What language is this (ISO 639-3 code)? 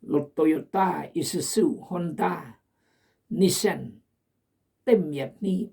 kjg